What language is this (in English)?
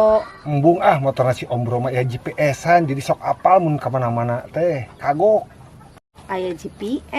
Sundanese